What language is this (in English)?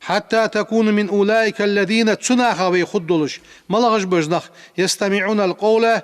Ingush